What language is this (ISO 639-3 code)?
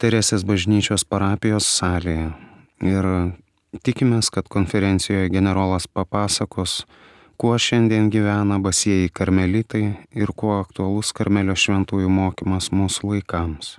lit